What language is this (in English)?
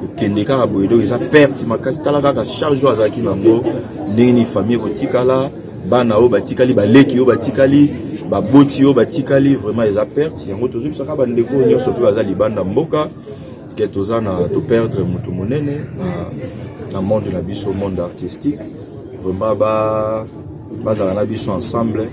Lingala